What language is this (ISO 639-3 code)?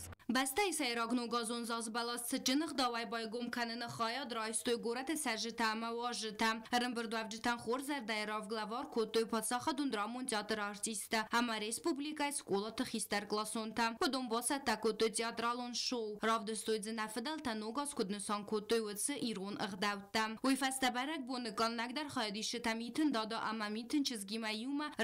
oss